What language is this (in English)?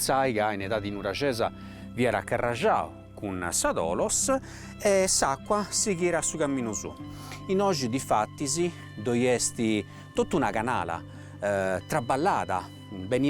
Sardinian